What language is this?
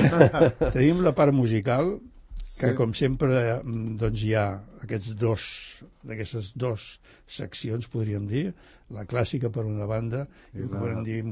Catalan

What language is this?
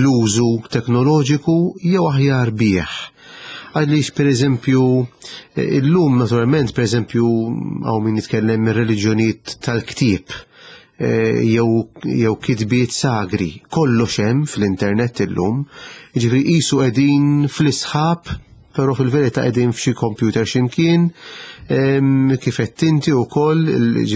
Maltese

